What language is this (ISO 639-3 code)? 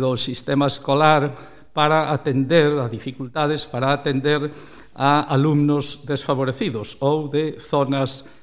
glg